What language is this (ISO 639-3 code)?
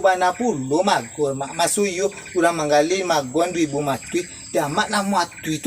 min